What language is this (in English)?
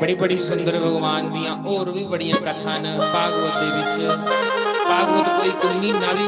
Dogri